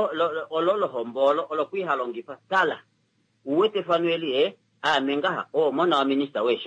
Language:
Kuanyama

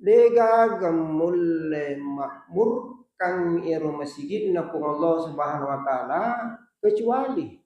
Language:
Buginese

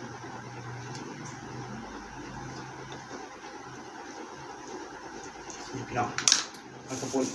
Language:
Lao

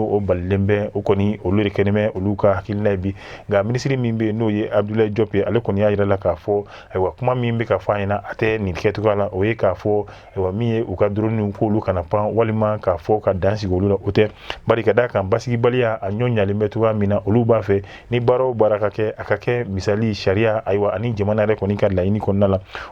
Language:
Bambara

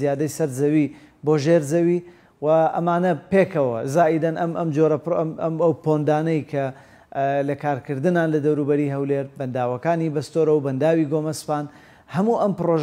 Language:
Central Kurdish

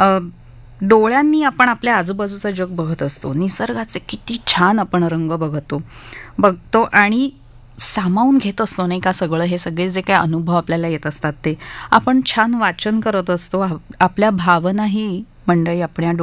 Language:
Marathi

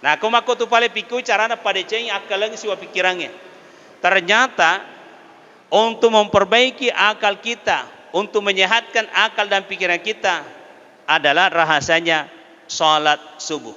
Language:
Buginese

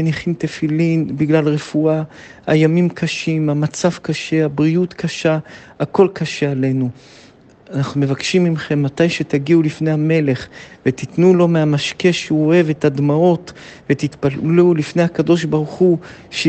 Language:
Hebrew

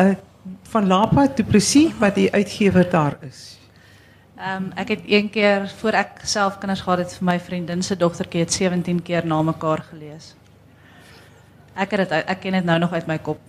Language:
Afrikaans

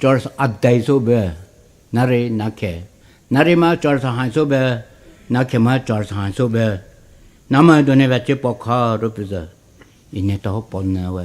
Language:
Poumei Naga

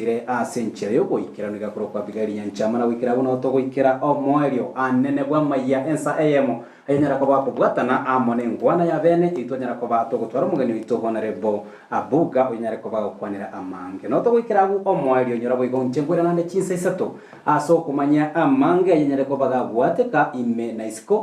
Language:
Gusii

